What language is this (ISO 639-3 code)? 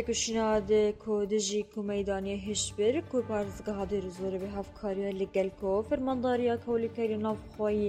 kur